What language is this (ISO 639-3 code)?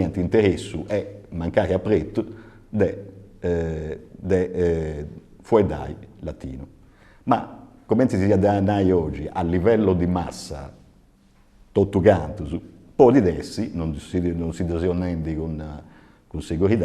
srd